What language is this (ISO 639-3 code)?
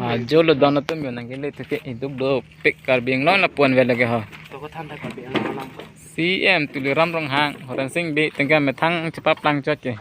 mjw